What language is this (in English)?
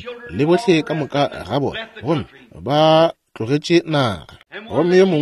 Northern Sotho